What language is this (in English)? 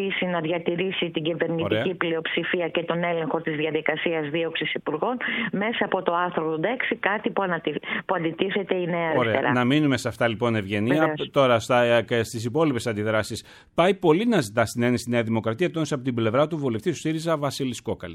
Greek